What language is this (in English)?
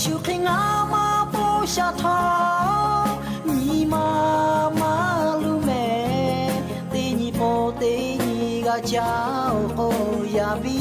Lahu